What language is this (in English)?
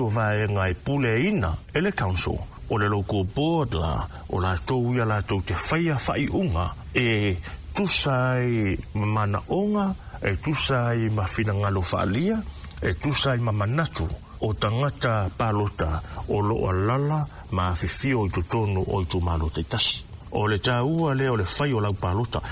Samoan